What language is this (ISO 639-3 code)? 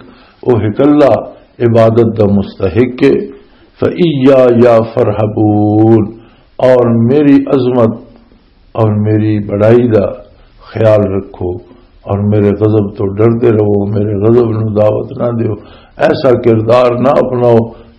lah